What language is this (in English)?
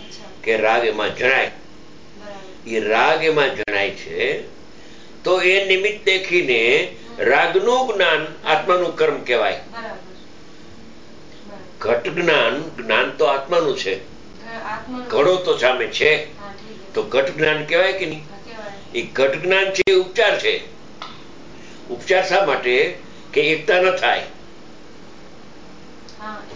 Gujarati